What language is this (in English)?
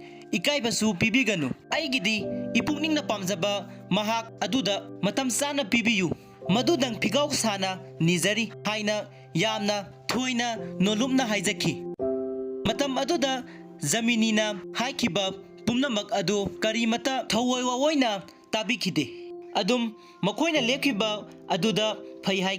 Manipuri